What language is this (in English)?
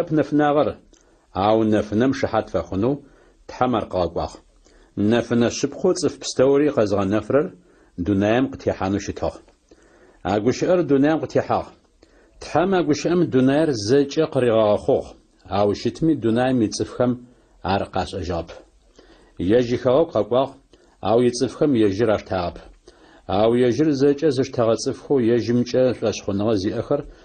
Adyghe